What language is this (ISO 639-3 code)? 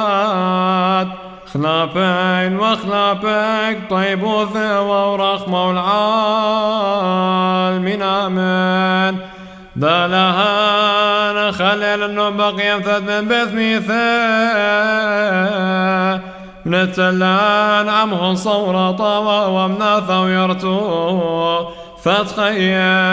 syc